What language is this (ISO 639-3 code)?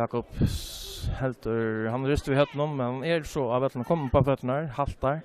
fao